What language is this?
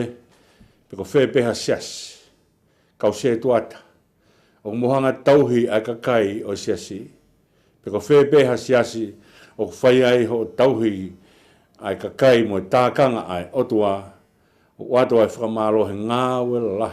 Tongan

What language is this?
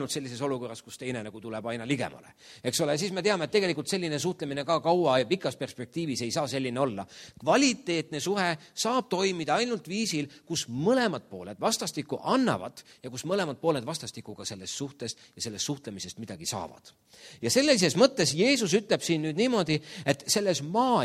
Estonian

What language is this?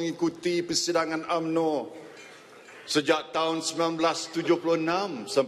Malay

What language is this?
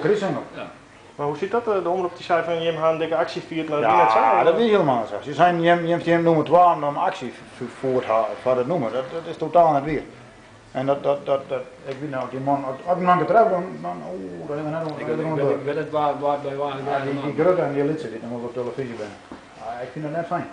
Western Frisian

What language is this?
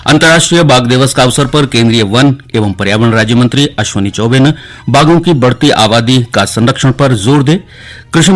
Garhwali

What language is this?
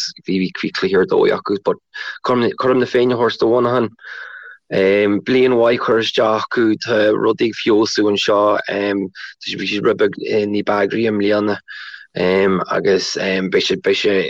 Irish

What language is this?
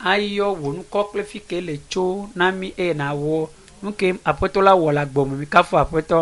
Ewe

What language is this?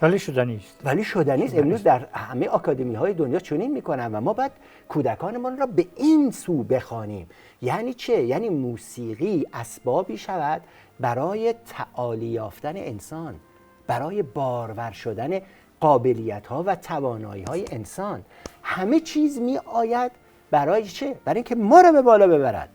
Tajik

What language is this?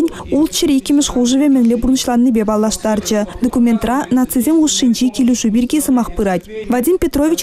Chuvash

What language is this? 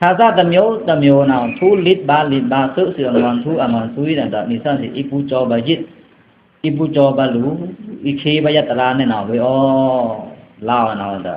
Pa'o Karen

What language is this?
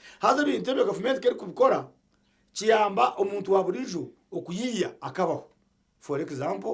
Nyankole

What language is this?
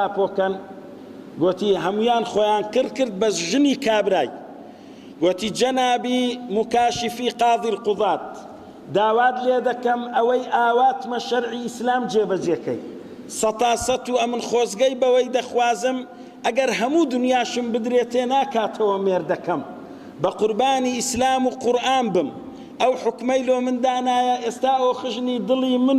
Central Kurdish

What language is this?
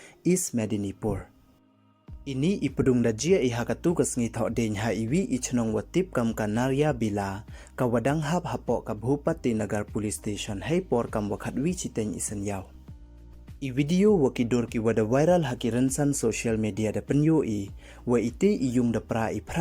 Pnar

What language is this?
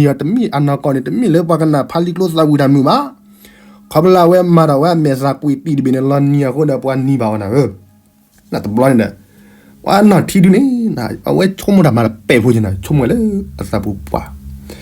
S'gaw Karen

